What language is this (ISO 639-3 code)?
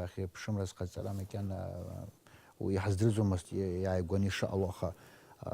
abk